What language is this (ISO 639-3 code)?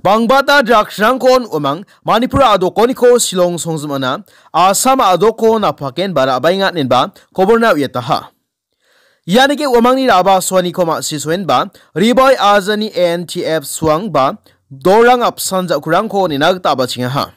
grt